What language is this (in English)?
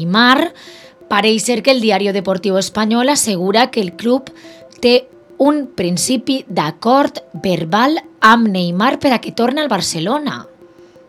Catalan